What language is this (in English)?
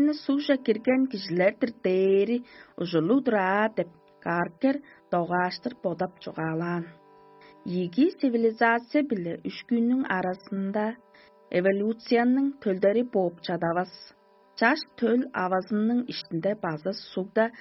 Tuvinian